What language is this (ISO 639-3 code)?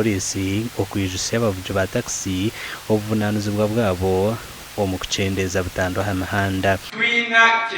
nyn